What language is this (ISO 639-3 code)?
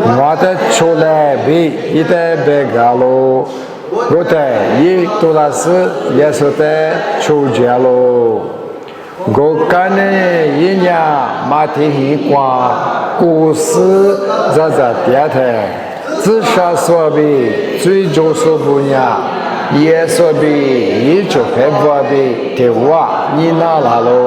lis